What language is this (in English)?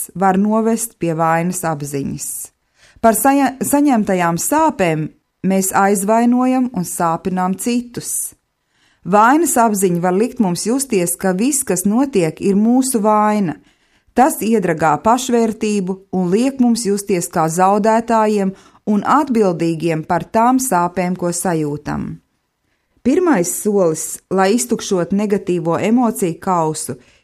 Latvian